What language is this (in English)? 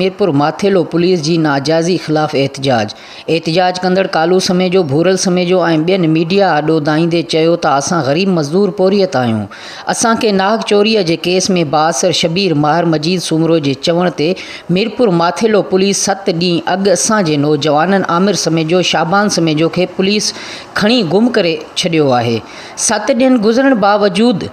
Sindhi